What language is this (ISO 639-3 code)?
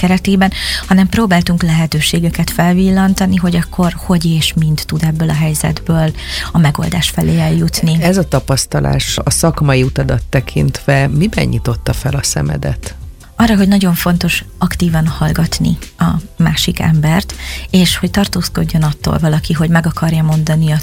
hun